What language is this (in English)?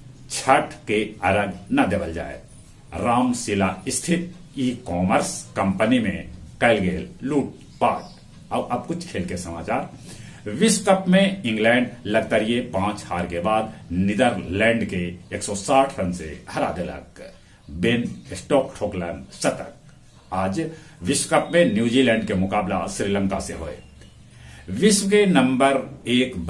Magahi